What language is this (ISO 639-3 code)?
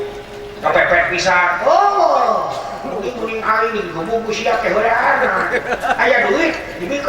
sun